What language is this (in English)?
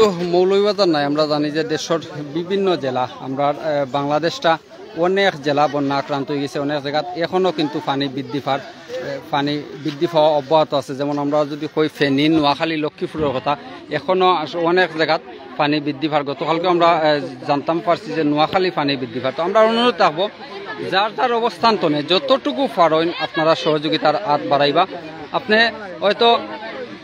Sylheti